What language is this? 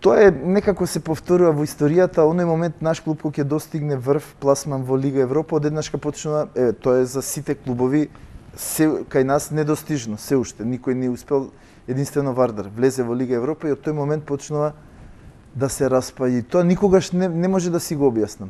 Macedonian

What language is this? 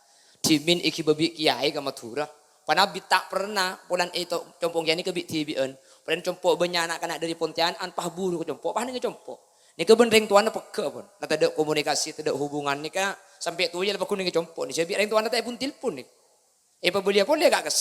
Madurese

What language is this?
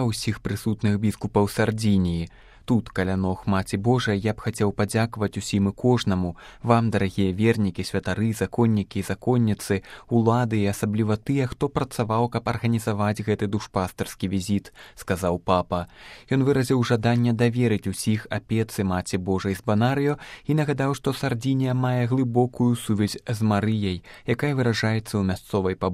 Belarusian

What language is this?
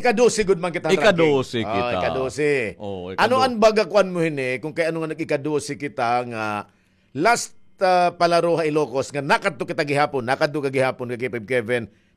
Waray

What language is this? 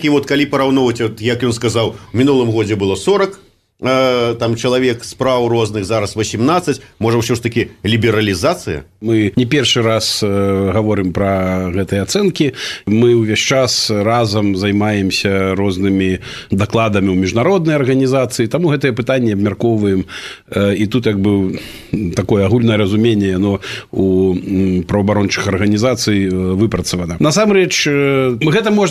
Belarusian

